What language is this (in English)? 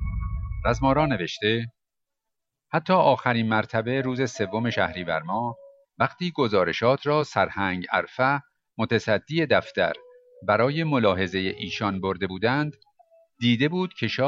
Persian